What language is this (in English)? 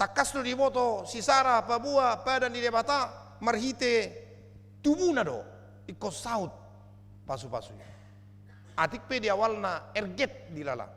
Batak Toba